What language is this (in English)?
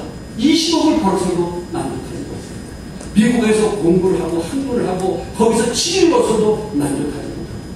Korean